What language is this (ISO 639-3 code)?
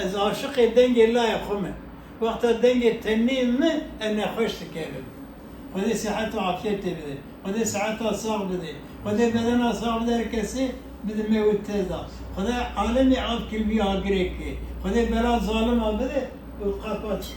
kur